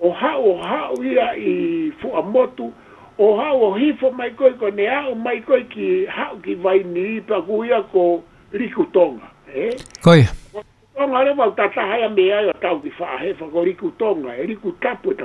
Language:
Tongan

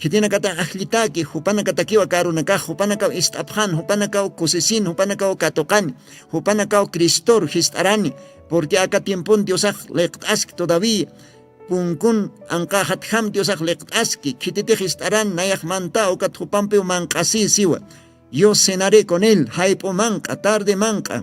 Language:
Aymara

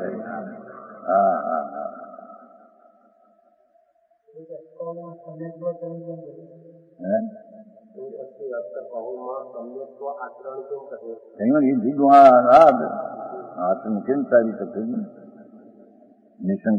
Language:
Gujarati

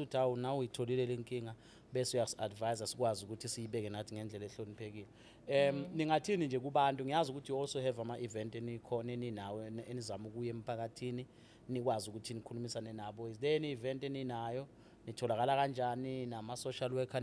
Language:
Zulu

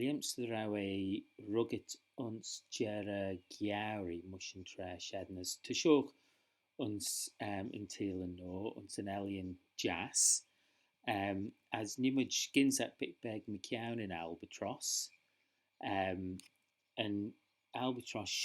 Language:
Manx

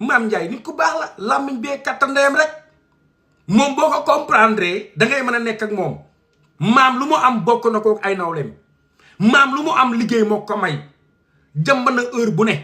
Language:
Wolof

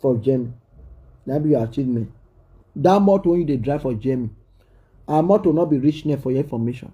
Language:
Nigerian Pidgin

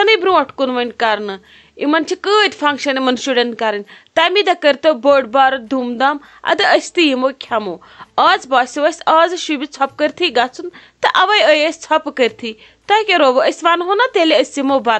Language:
Kashmiri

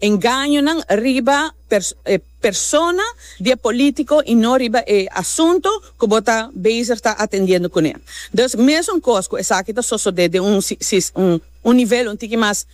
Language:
Papiamento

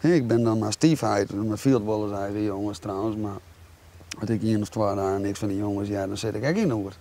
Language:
Western Frisian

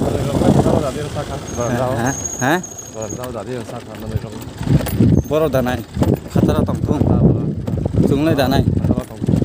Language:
Kok Borok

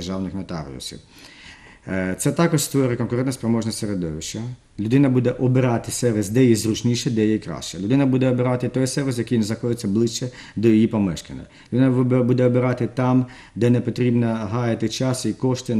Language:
Ukrainian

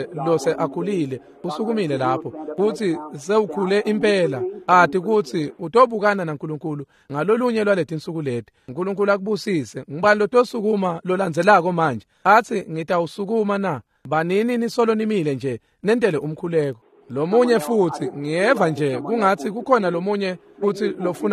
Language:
Swati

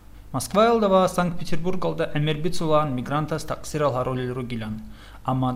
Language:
Avaric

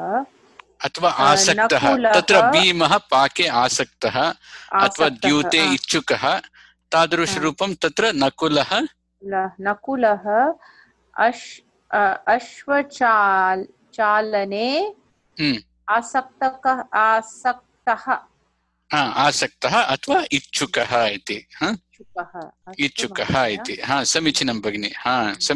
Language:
Sanskrit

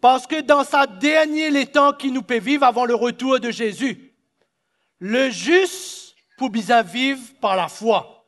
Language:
Morisyen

